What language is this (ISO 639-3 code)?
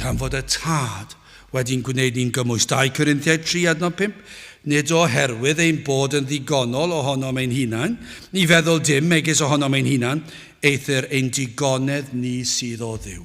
cym